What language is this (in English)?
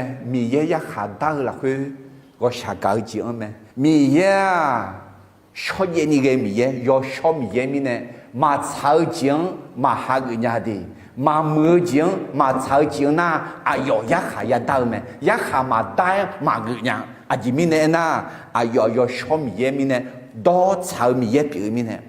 Akha